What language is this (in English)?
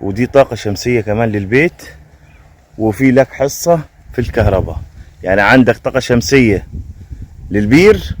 Egyptian Arabic